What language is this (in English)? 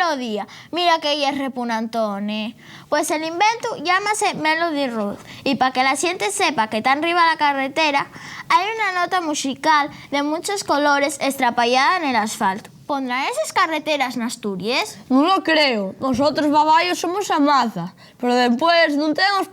Asturian